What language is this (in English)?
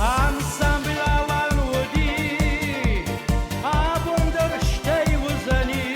Ossetic